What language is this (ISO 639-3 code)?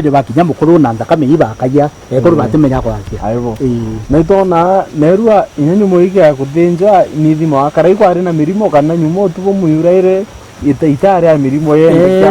mer